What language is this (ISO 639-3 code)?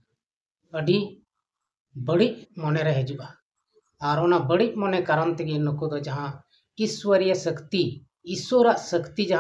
sat